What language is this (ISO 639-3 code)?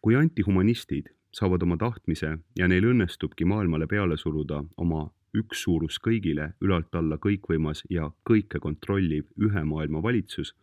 est